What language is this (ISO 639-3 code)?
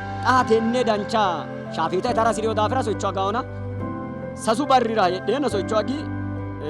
sid